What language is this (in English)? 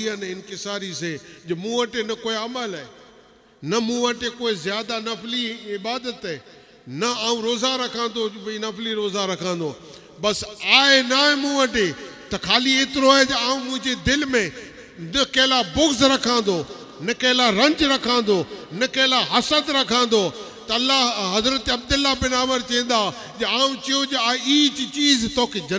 Sindhi